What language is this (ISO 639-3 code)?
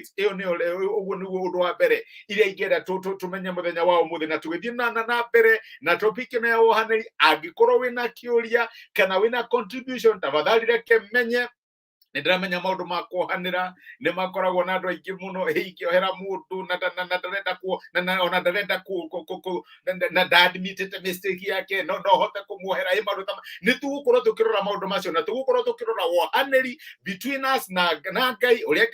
kik